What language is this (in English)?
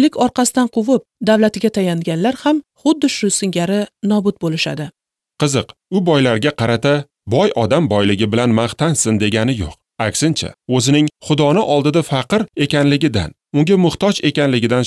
Uzbek